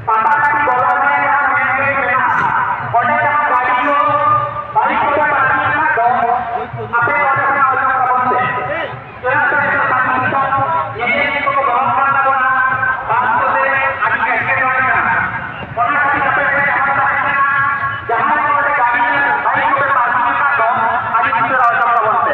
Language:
Santali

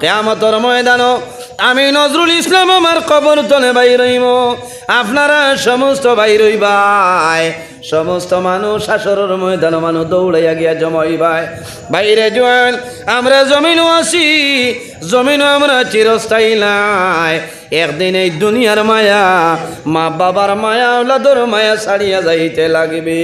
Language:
Sylheti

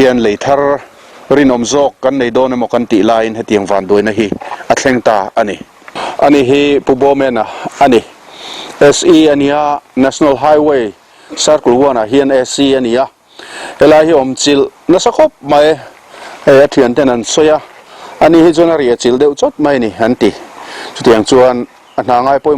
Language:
Mizo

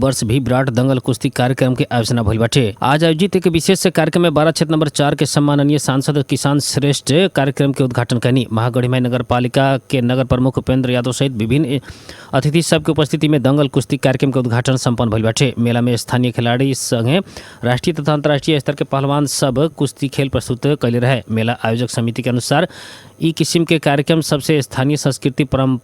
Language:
Bhojpuri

